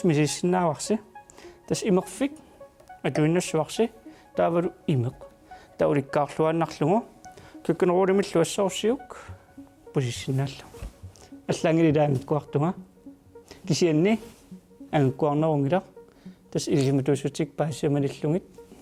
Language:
Kalaallisut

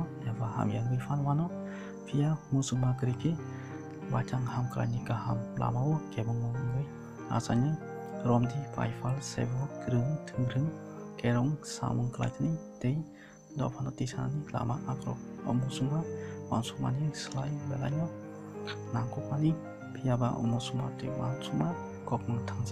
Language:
Kok Borok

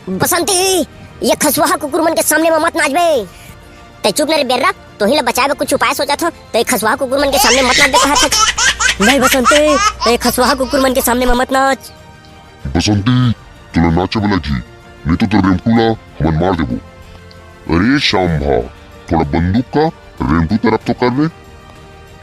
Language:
Chhattisgarhi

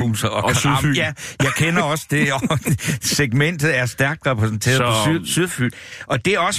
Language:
Danish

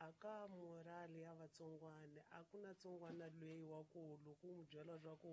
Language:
Tsonga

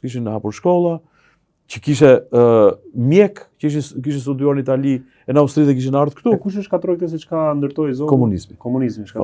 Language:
Albanian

